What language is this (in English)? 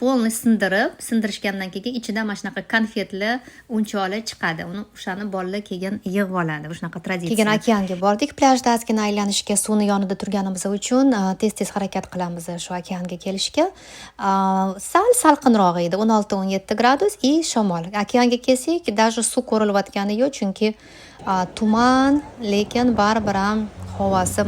Uzbek